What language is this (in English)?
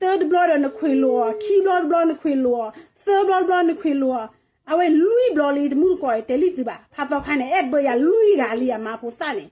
S'gaw Karen